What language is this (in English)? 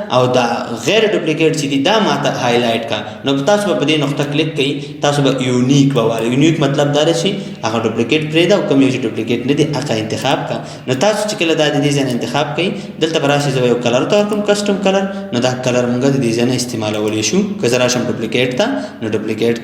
Pashto